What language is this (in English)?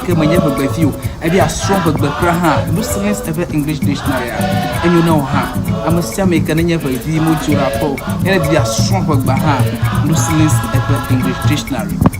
Ewe